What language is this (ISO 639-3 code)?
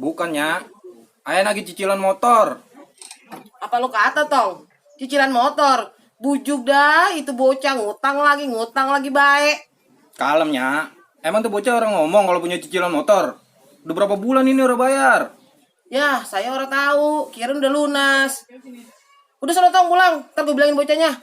bew